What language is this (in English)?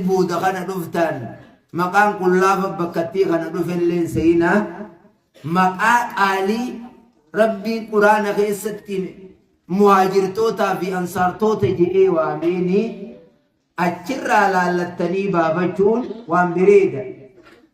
Oromo